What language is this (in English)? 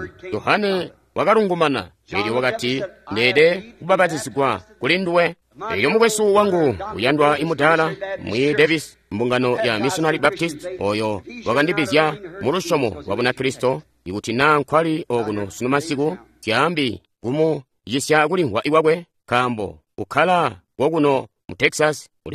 Tonga (Zambia)